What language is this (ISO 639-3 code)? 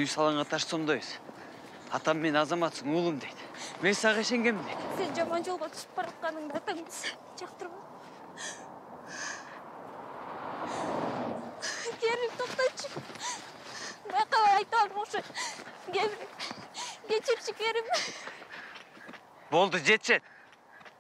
kir